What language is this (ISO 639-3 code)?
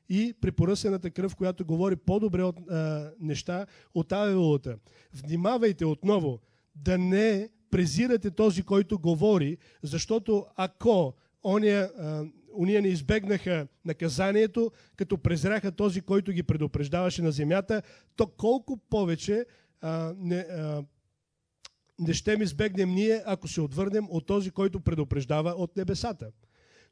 bul